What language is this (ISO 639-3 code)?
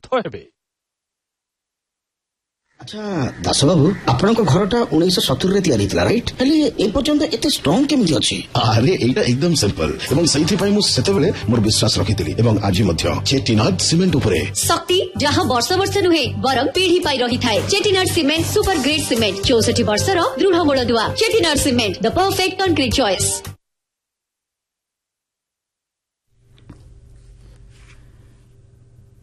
ori